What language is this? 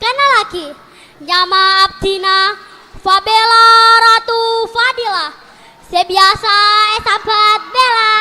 Madurese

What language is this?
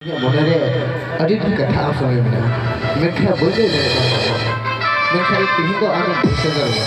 Santali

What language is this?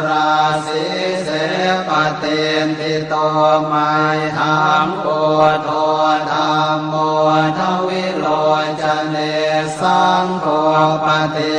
Pali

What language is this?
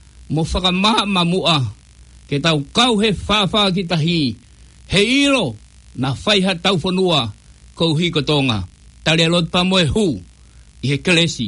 Tongan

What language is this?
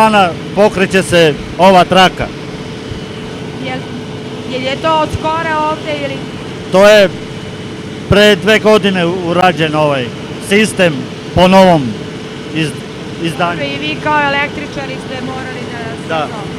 Serbian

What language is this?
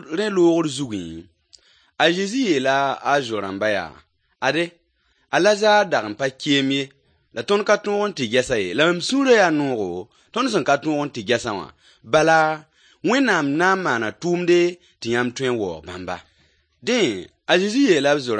Mossi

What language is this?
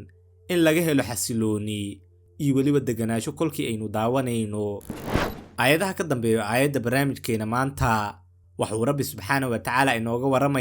Somali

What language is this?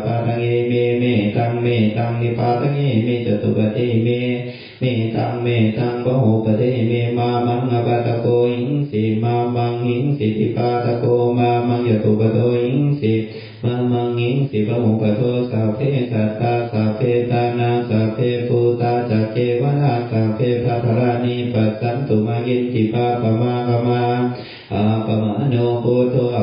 Pali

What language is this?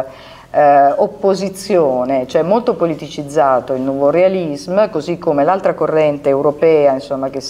Italian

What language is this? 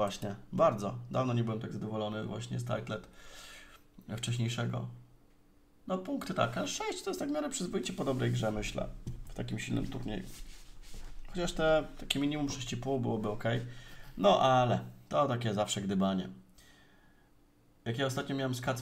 Polish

